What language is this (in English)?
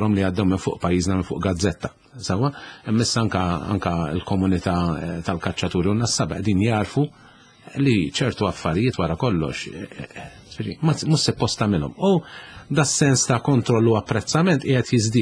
Maltese